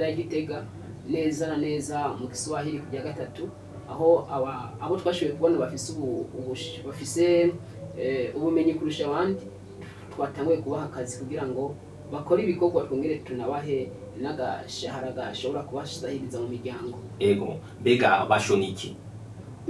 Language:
Rundi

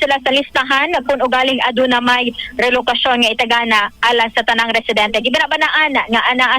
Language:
Cebuano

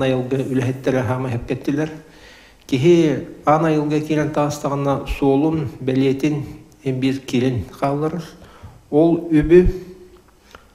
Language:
Yakut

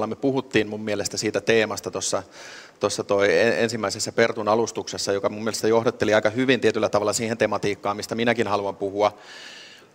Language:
Finnish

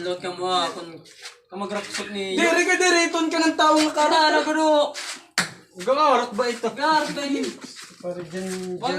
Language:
Waray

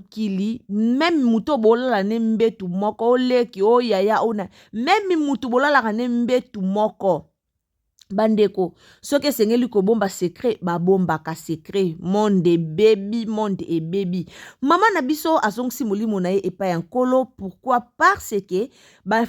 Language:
Lingala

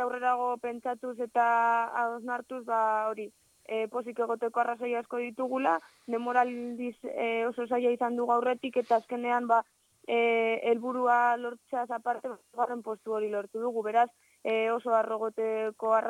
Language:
Basque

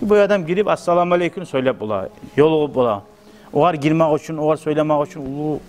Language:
Kumyk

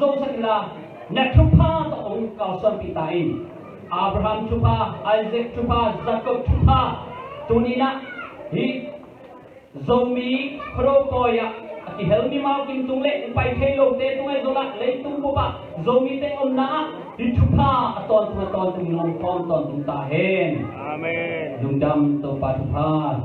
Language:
Tedim Chin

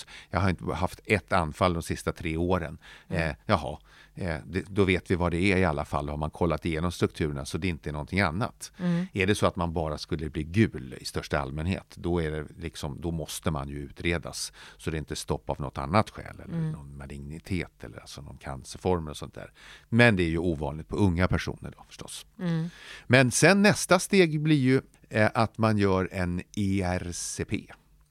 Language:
Swedish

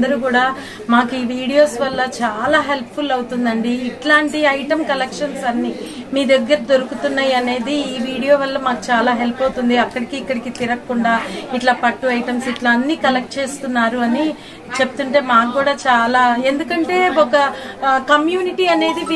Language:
Telugu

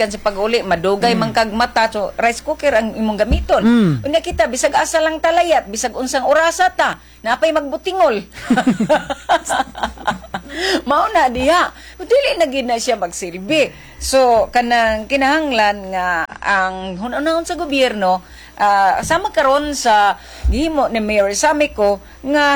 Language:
Cebuano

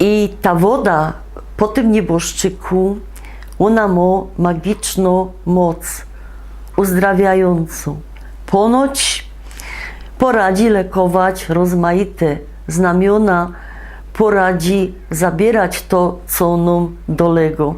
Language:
Silesian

